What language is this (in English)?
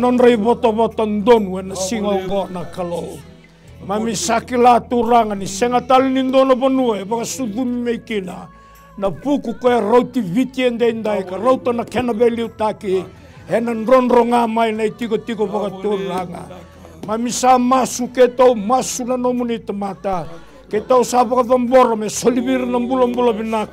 Fijian